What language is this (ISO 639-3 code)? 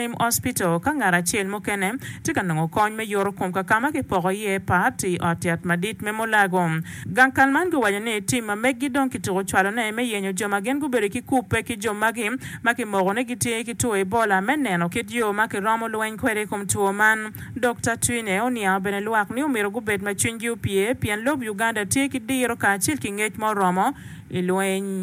ach